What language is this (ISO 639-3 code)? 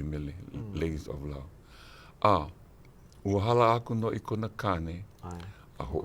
haw